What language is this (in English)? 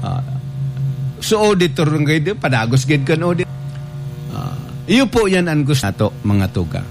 Bikol